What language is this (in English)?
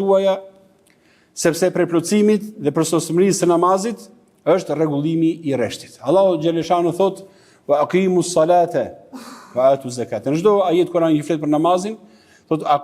Albanian